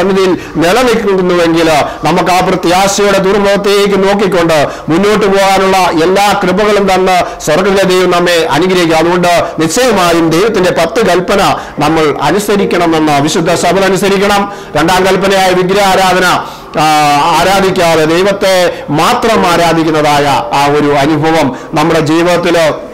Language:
Malayalam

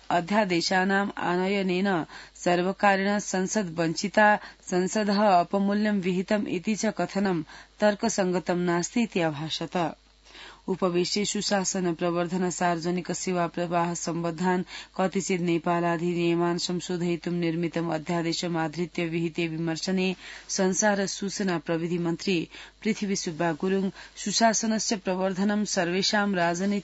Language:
Sanskrit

